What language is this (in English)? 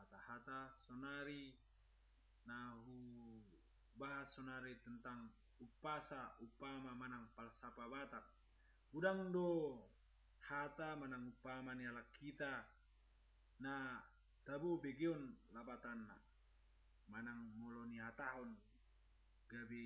Batak Toba